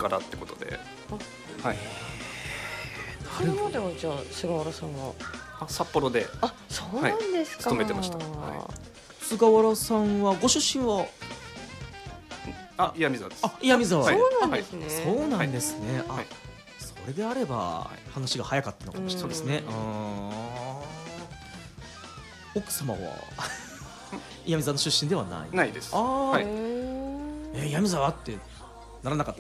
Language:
Japanese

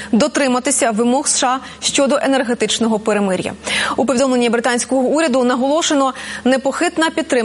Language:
Ukrainian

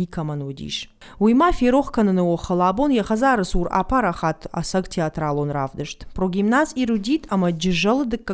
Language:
Ossetic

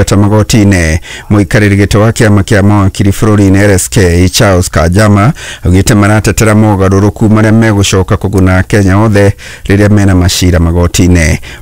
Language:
Kikuyu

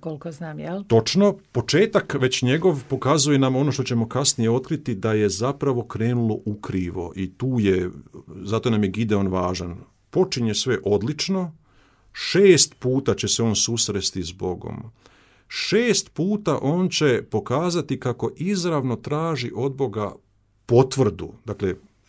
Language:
Croatian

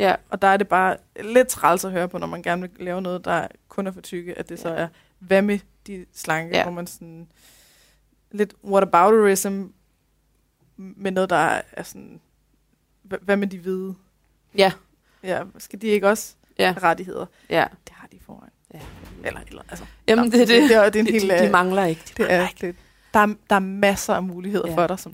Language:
Danish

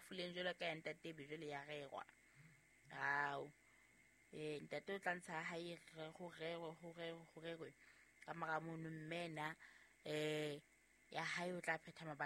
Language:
Southern Sotho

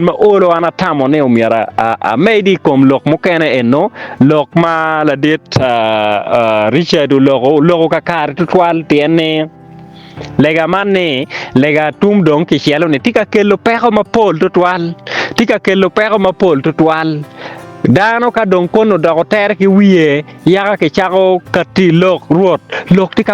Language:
Acoli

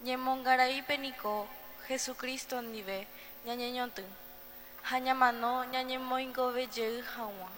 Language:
Guarani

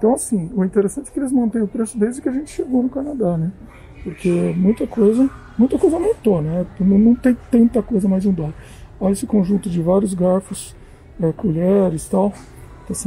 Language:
Portuguese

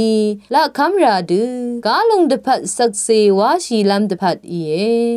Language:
Rawang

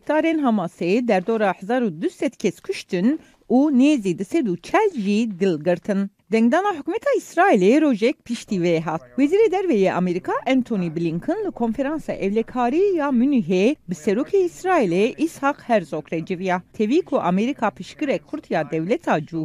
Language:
Kurdish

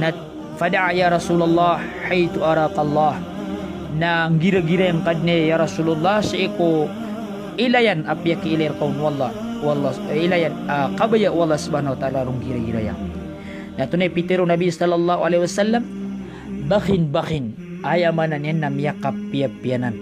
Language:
Maranao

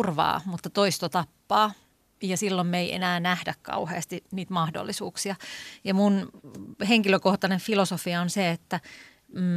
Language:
Finnish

